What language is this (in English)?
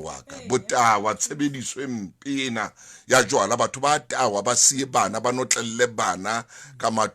Southern Sotho